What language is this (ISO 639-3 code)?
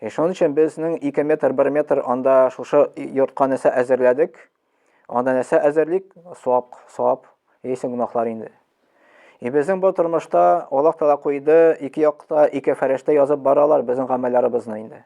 tat